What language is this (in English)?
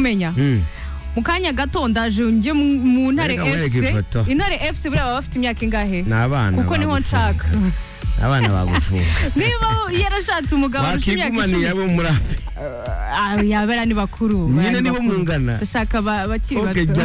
Kinyarwanda